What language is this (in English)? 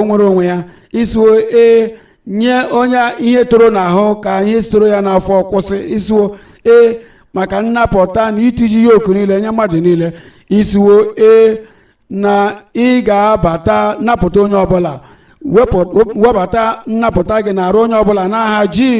Igbo